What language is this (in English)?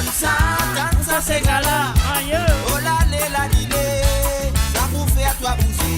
Morisyen